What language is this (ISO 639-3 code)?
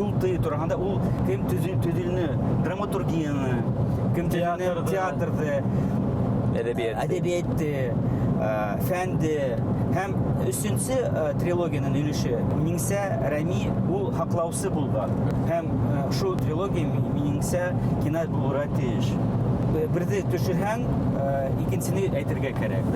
bak